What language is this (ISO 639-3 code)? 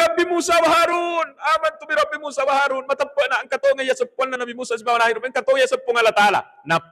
bug